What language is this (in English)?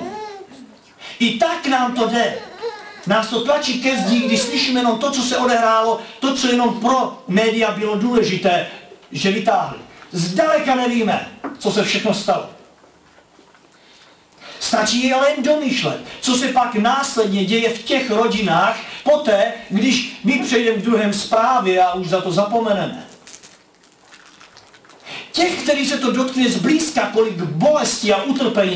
Czech